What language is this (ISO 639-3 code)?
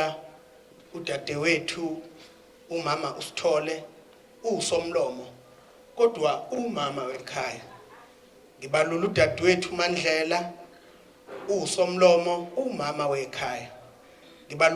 zul